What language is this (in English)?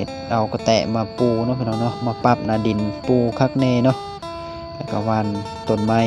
Lao